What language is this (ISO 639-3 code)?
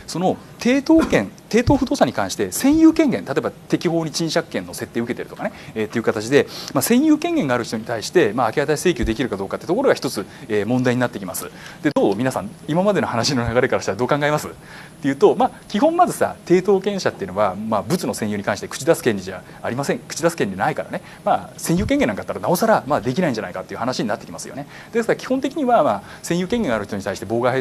jpn